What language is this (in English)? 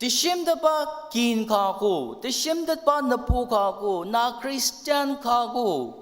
Ao Naga